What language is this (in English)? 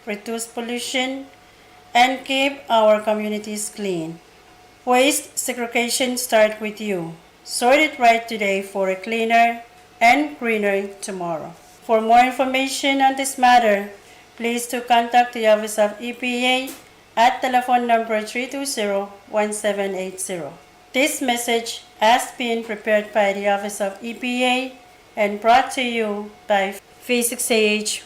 Pohnpeian